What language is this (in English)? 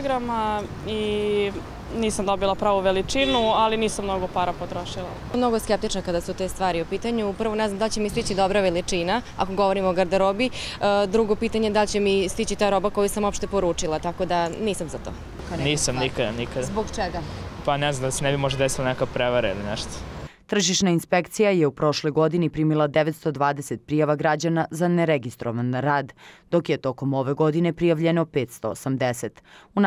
Serbian